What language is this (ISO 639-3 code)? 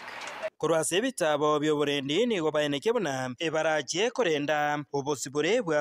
guz